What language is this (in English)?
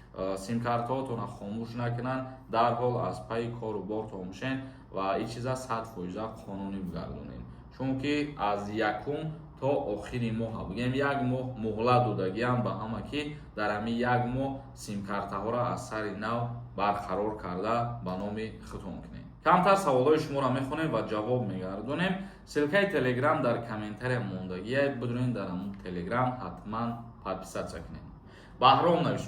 Tajik